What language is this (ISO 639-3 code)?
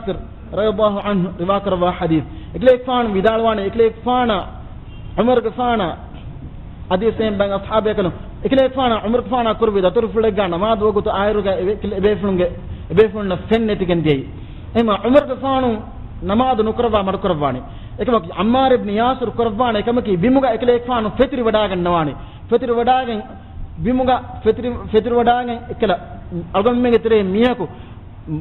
div